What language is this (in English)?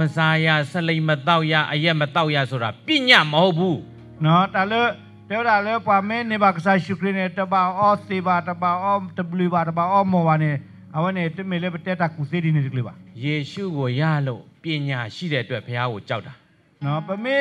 Burmese